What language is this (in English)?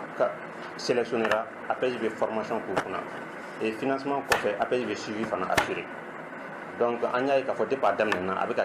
Bambara